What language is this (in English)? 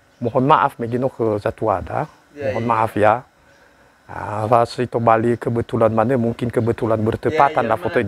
Nias